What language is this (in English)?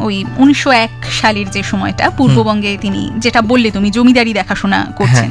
Bangla